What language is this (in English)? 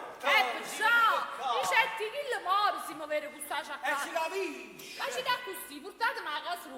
Neapolitan